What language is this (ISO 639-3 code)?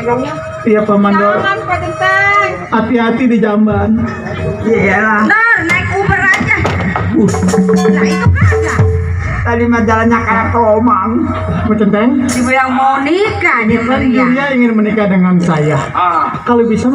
bew